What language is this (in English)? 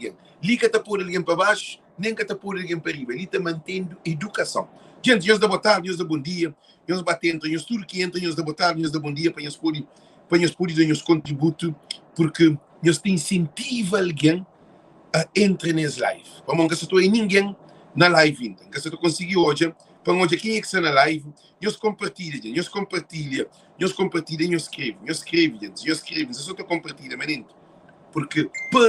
Kabuverdianu